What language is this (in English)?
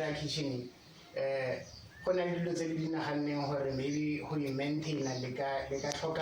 Tswana